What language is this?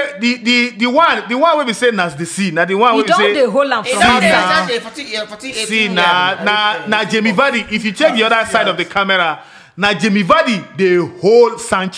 Nigerian Pidgin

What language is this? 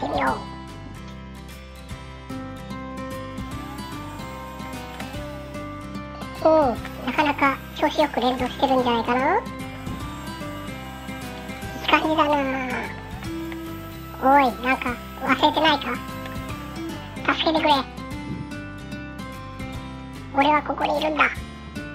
Japanese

